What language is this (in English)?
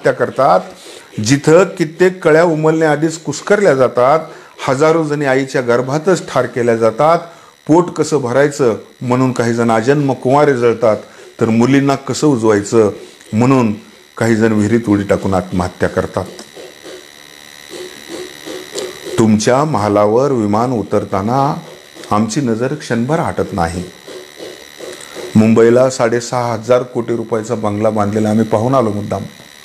Marathi